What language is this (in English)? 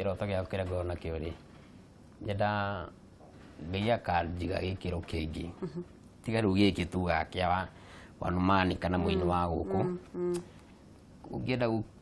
Kikuyu